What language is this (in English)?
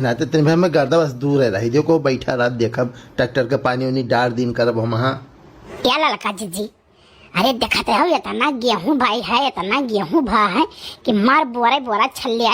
Awadhi